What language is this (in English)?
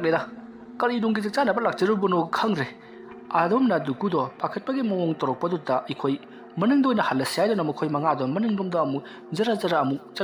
Manipuri